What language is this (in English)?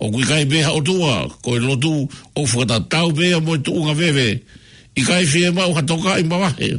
Tongan